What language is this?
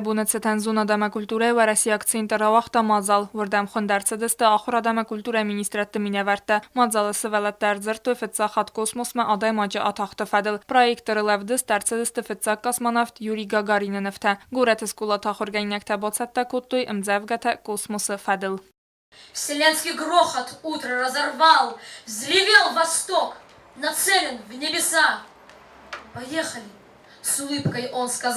Ossetic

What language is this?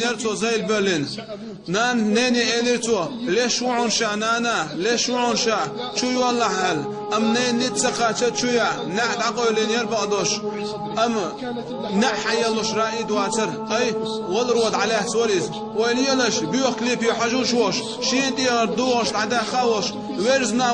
Chechen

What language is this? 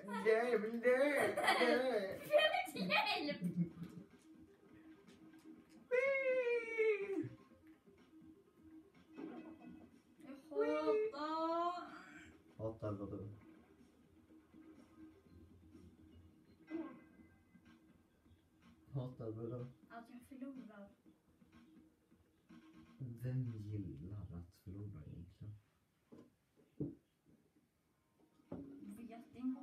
Swedish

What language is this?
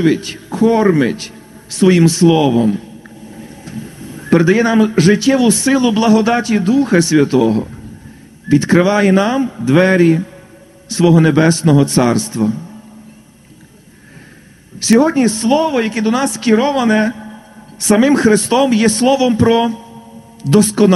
Ukrainian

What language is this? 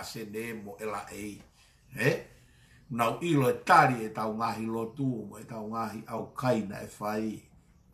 Tongan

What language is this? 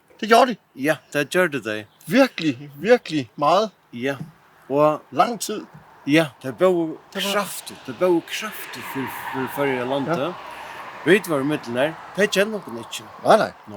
Faroese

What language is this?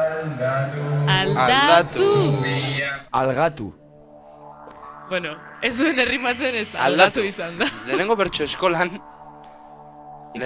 Basque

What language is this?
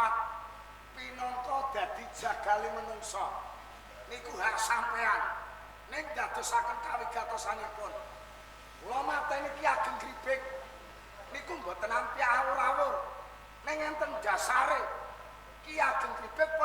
Javanese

